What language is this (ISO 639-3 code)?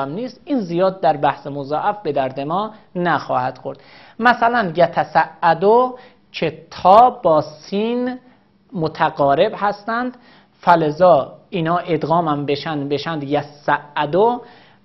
fas